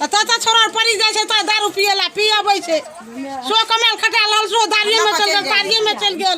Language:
Maithili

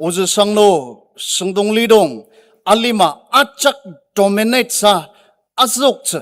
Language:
Ao Naga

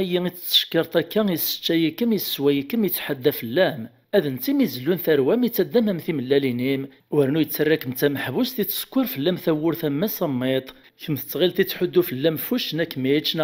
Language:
Kabyle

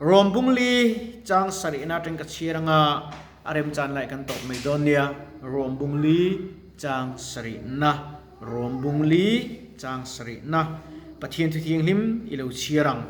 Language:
Mizo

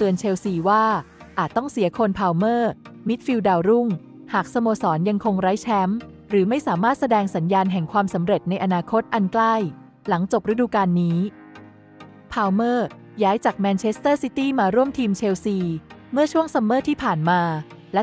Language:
Thai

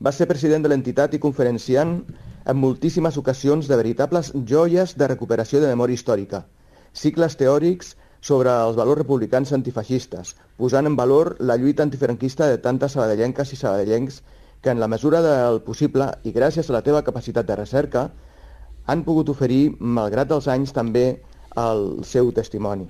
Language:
Catalan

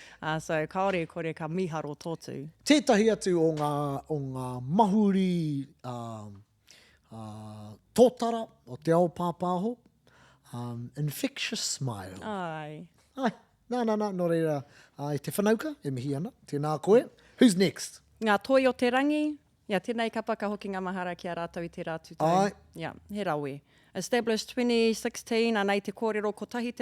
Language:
Māori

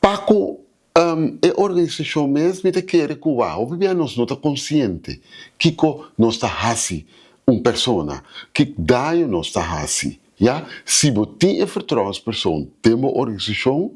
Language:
Papiamento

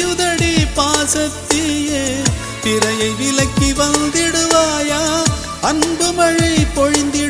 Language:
Tamil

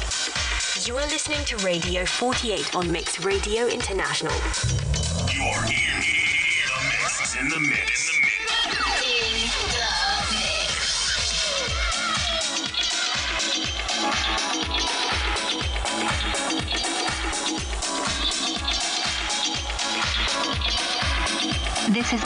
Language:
English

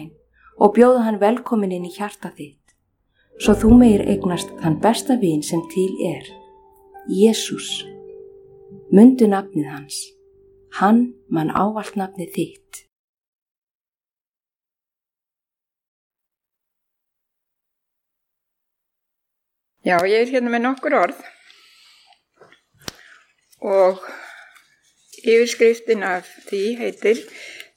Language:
Icelandic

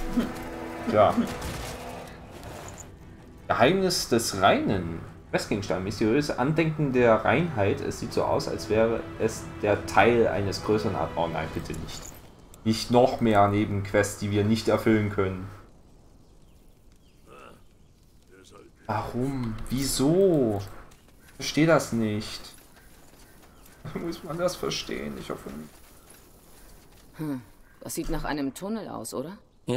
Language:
German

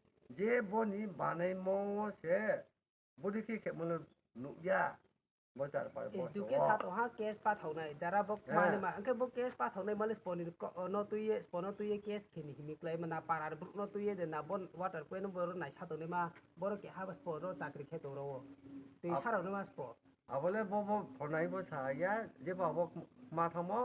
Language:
Riang (India)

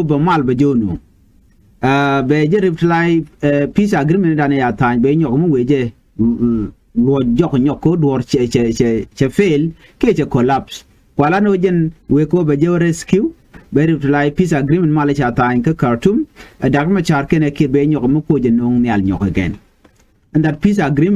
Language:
Nuer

